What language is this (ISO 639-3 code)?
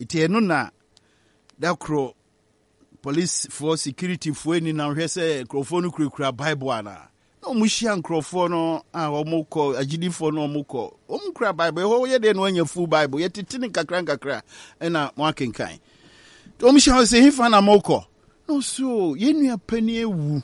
aka